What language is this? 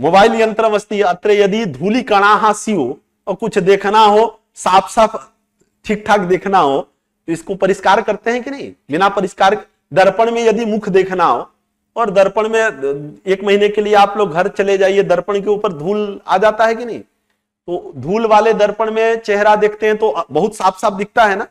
Sanskrit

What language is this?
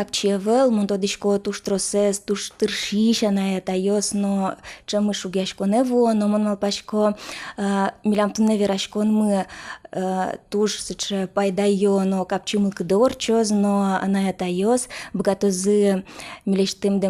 Udmurt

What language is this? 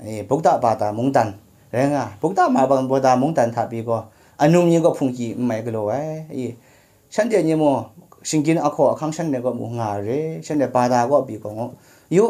Kachin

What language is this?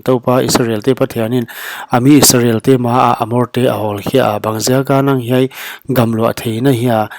Paite Chin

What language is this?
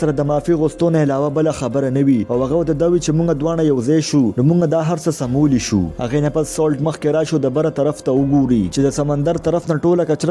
Pashto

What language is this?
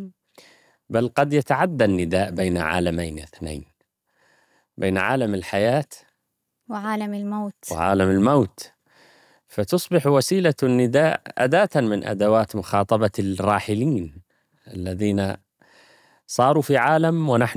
Arabic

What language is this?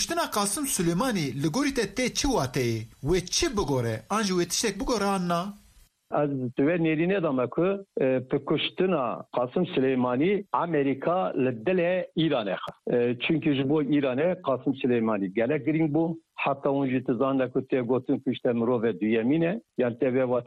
Kurdish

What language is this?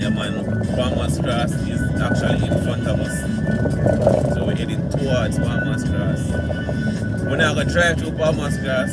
Jamaican Creole English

